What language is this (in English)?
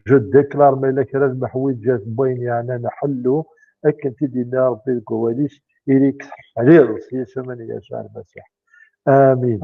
Kabyle